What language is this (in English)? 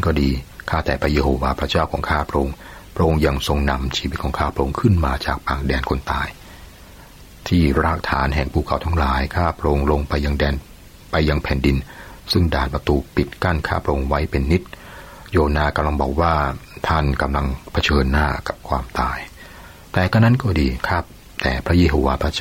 Thai